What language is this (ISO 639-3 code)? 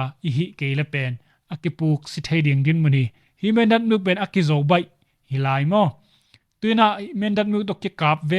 ctd